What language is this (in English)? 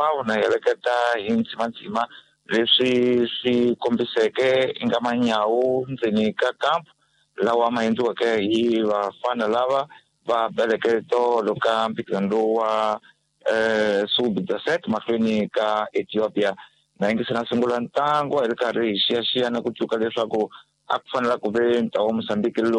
Tsonga